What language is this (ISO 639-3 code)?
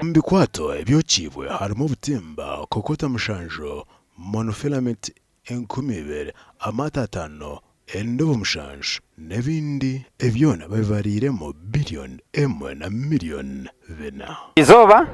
nyn